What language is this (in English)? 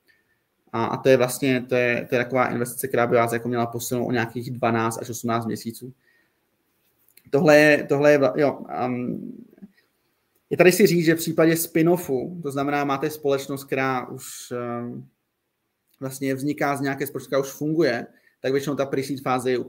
Czech